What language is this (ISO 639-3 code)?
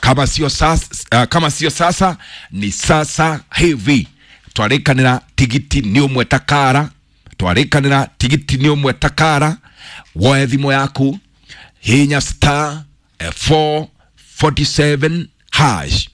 kik